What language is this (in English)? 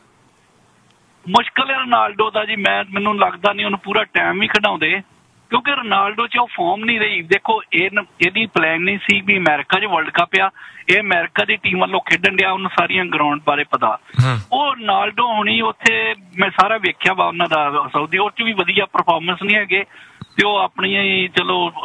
Punjabi